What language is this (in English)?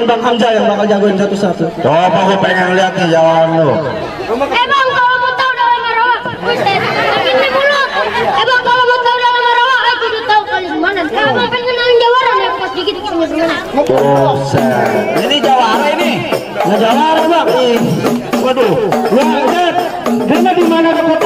Betawi